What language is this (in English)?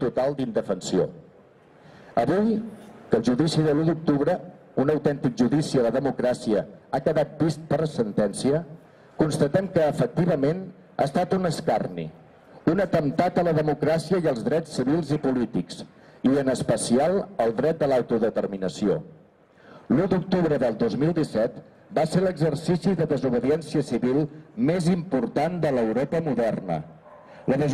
Catalan